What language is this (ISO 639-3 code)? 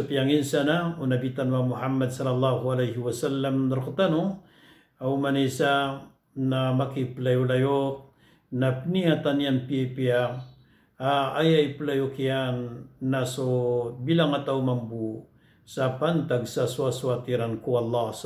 mrw